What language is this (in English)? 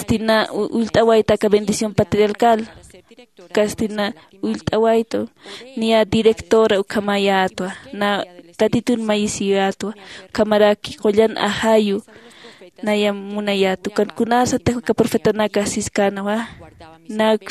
Aymara